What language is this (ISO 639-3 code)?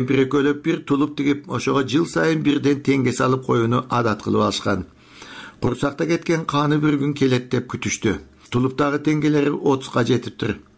kir